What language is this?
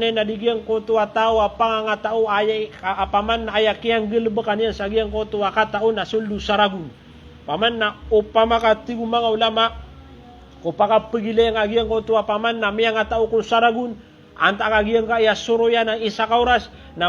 Maranao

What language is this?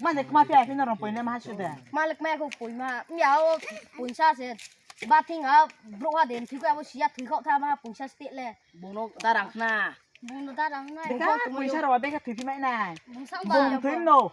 Riang (India)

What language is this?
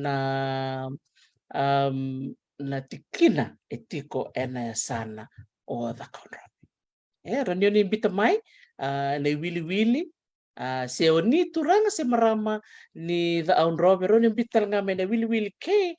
Fijian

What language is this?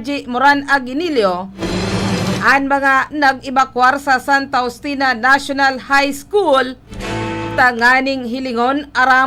Bikol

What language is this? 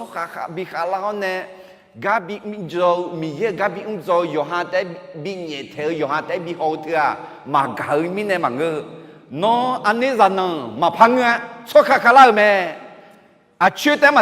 Akha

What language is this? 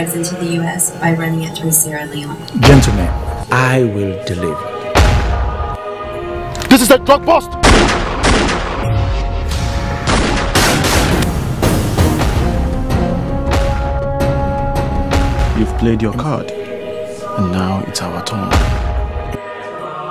English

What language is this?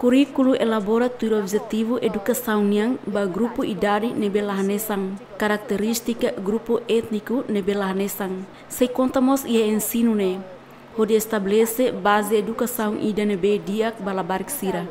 Tetum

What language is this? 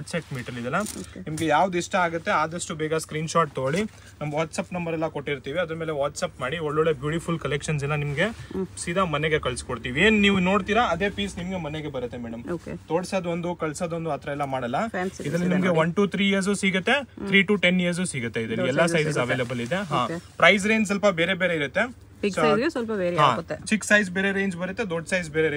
Kannada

